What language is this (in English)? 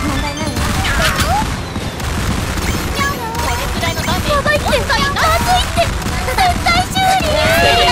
Japanese